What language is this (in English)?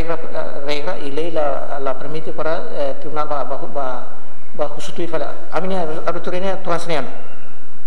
Tetum